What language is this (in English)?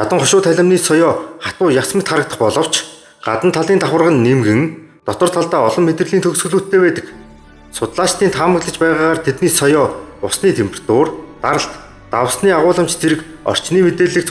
Mongolian